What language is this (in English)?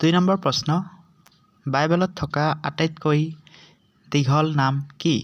Assamese